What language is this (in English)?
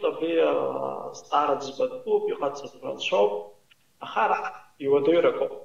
Abkhazian